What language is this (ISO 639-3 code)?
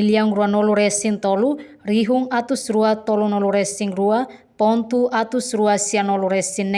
tet